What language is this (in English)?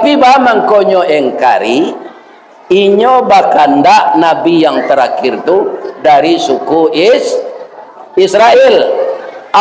Minangkabau